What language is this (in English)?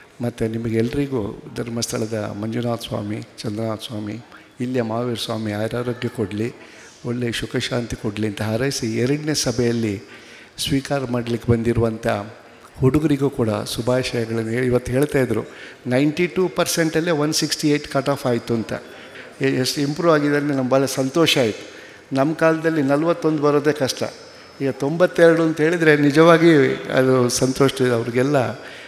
Kannada